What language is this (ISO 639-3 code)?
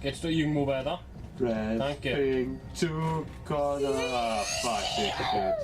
bar